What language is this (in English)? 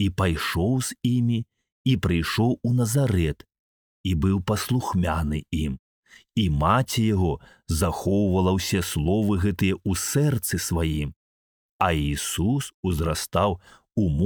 Belarusian